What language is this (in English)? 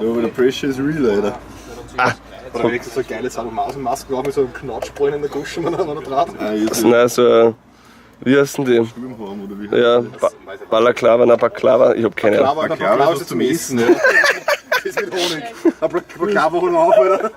Bavarian